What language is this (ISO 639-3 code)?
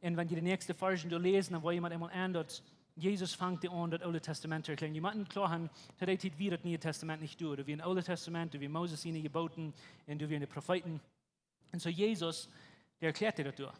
pdt